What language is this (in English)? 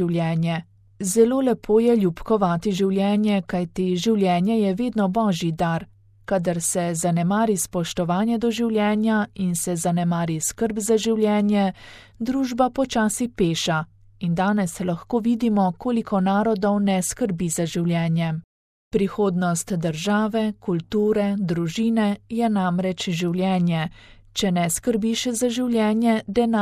Slovenian